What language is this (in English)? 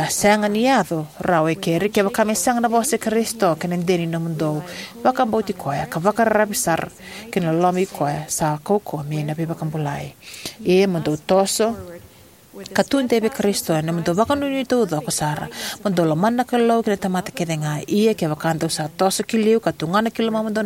Fijian